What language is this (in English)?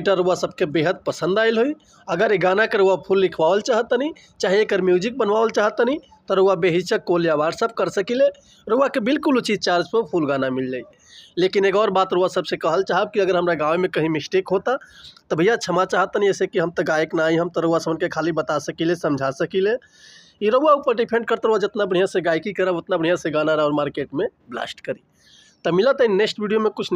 Bhojpuri